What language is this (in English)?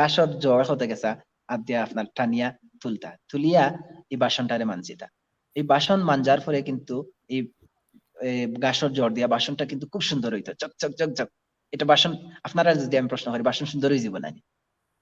Sylheti